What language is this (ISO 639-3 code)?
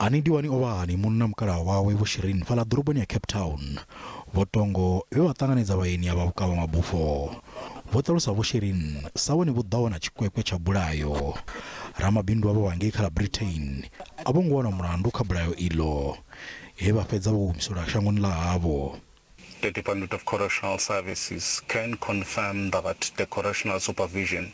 ven